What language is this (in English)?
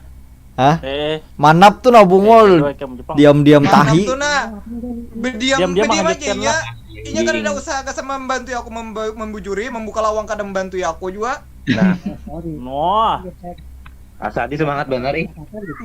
Banjar